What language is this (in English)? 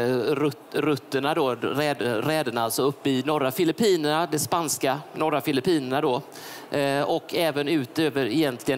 Swedish